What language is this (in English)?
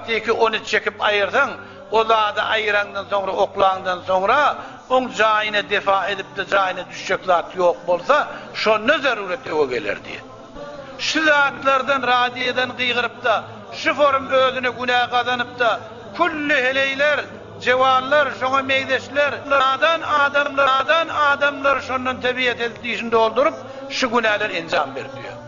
Turkmen